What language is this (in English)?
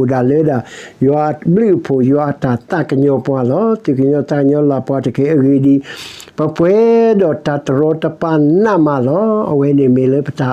S'gaw Karen